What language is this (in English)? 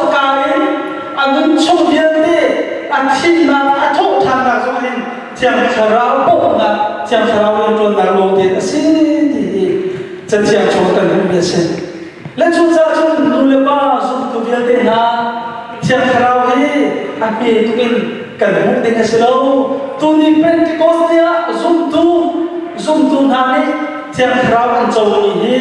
Hakha Chin